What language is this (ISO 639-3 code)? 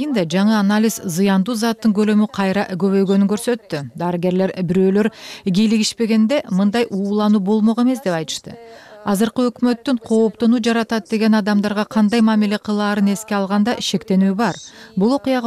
kir